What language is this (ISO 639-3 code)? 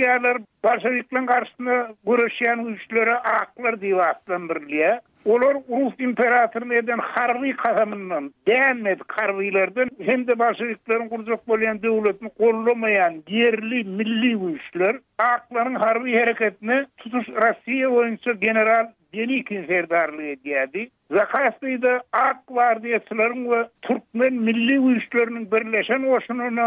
tuk